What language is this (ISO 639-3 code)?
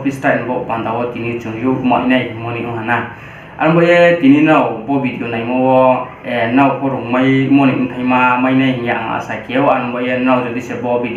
ria